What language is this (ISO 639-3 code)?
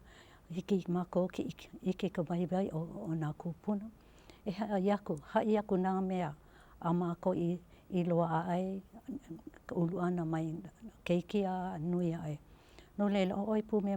haw